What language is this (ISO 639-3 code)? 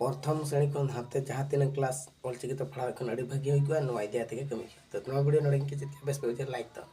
sat